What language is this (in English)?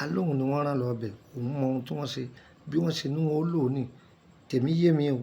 Yoruba